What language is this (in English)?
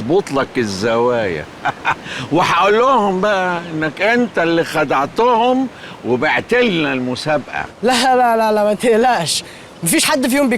Egyptian Arabic